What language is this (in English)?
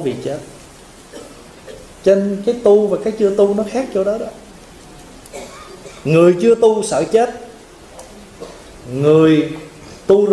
Vietnamese